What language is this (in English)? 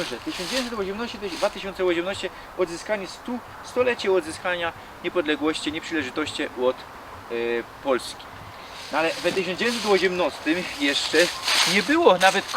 Silesian